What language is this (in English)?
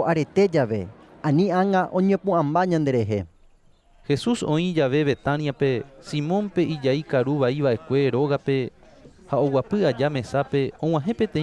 Guarani